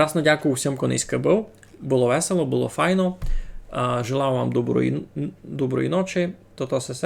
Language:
Rusyn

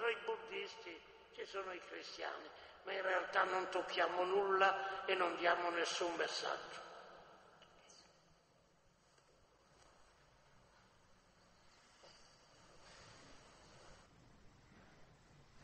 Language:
Italian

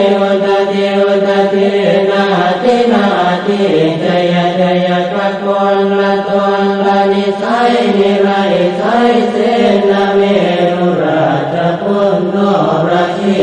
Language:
Pali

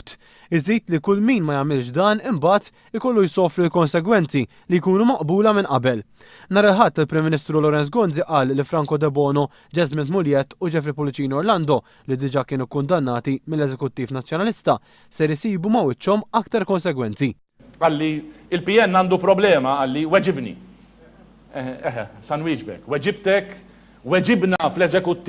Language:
Maltese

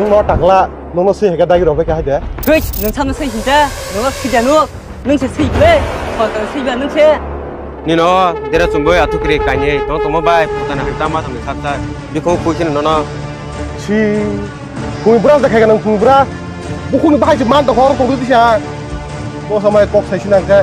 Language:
Kok Borok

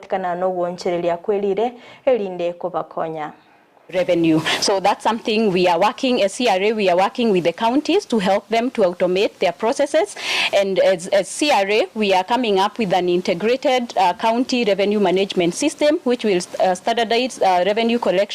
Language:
Gusii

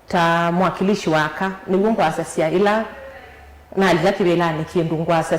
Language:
Kamba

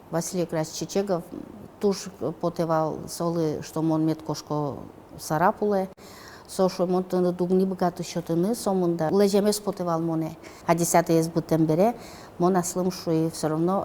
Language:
Udmurt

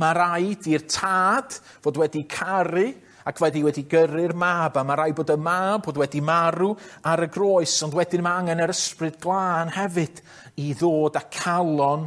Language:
Welsh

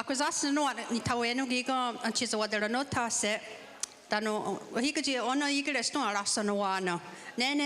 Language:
Mohawk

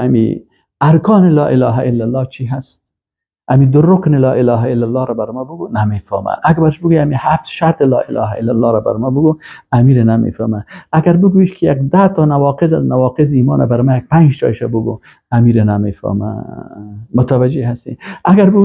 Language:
Persian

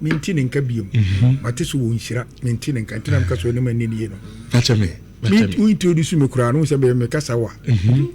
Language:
Akan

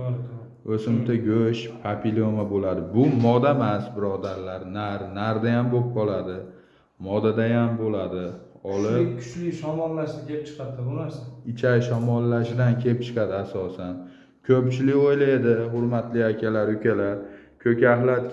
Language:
Uzbek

